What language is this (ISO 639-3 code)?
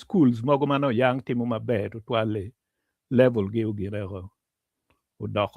ach